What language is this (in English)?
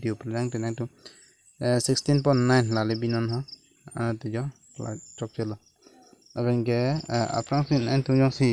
Karbi